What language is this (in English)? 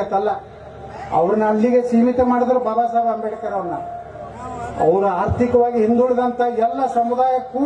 Kannada